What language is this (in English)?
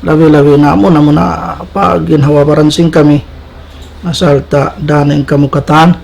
Tausug